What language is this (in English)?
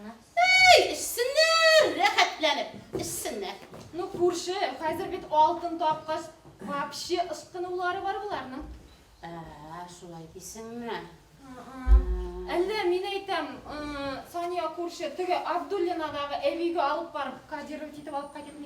Bashkir